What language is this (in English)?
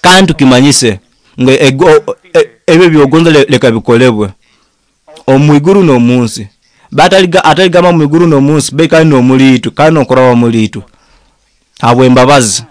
Nyoro